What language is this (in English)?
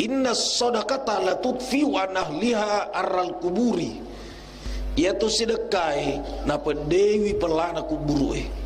Buginese